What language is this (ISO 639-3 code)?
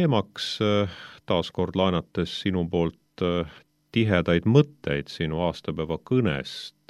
est